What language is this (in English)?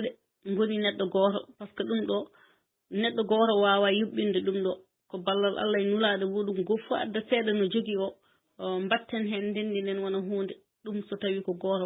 Fula